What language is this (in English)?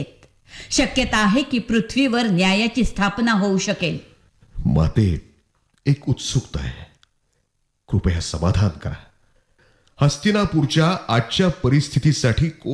Marathi